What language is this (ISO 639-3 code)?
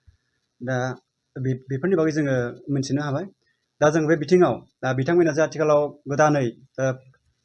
brx